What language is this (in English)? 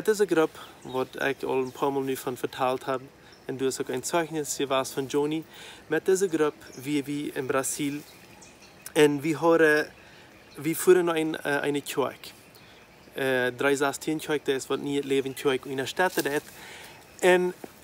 Plautdietsch